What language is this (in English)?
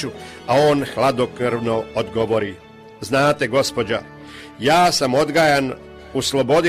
Croatian